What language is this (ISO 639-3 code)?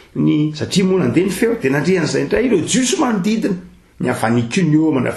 mlg